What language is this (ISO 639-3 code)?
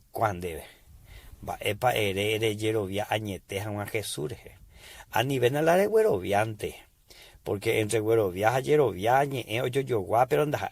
grn